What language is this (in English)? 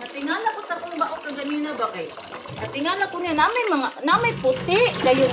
Cebuano